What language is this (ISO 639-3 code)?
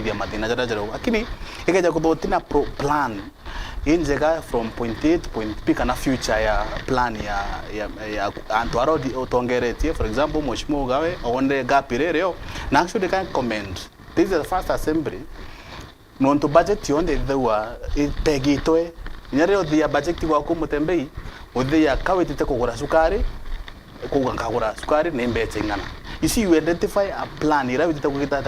mer